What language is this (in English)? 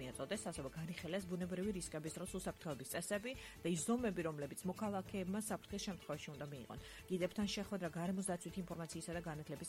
Georgian